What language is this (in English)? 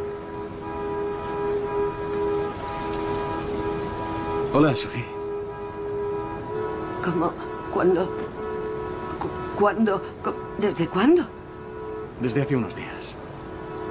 Spanish